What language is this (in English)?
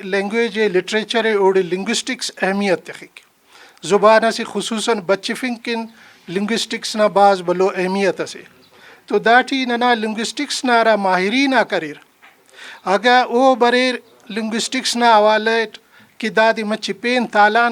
Brahui